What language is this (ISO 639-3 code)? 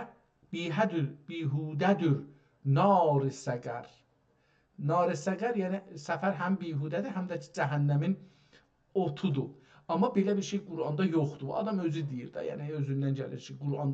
azb